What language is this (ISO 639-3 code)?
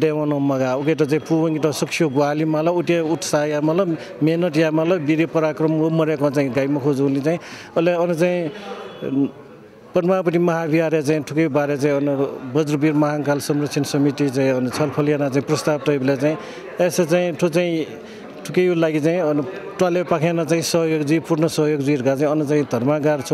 new